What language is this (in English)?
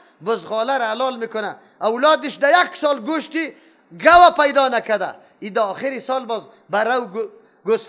Persian